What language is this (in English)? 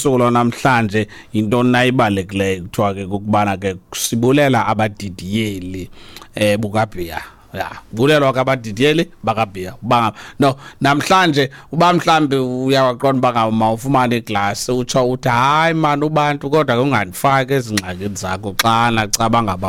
Xhosa